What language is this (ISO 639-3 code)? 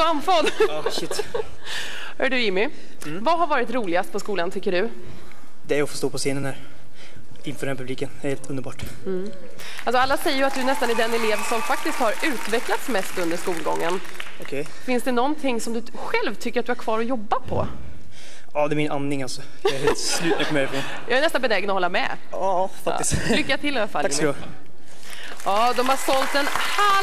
swe